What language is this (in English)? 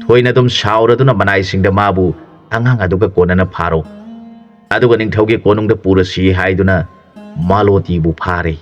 Manipuri